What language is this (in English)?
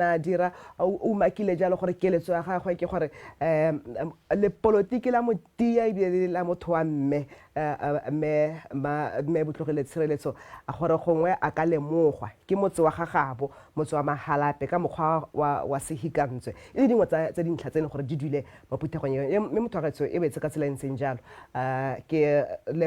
Tswana